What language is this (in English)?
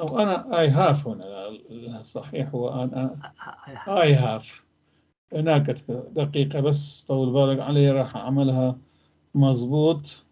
North Levantine Arabic